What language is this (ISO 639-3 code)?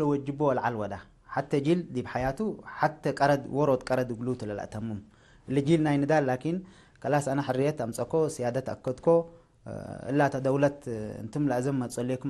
tig